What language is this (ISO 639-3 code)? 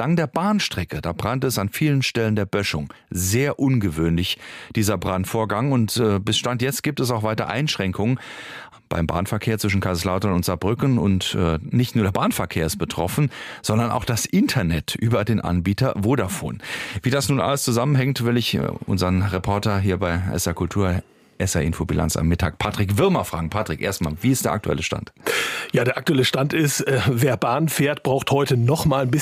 deu